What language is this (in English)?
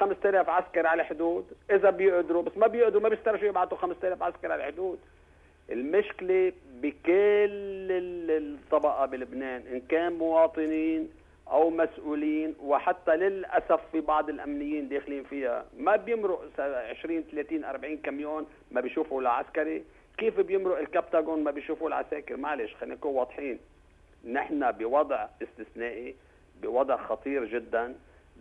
North Levantine Arabic